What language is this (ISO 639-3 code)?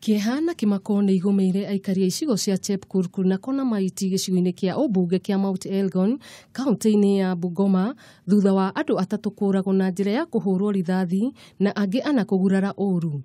kik